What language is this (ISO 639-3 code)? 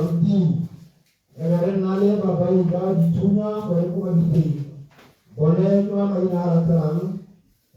tsn